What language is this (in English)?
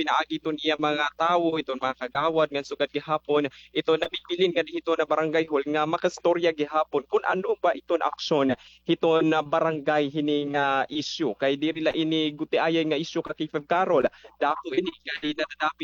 Waray